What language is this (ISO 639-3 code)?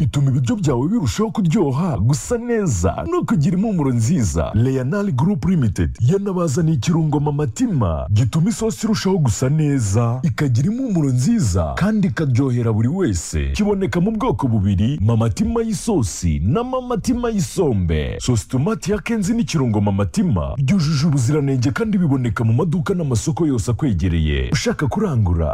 kin